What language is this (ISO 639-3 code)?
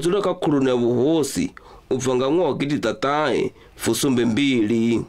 ven